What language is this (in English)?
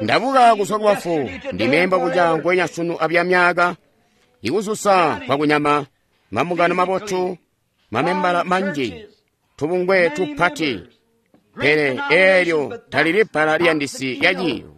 Tonga (Zambia)